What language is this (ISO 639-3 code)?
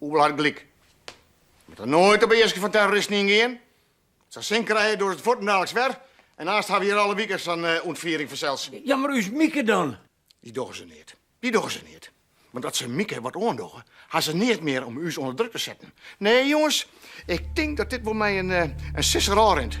fry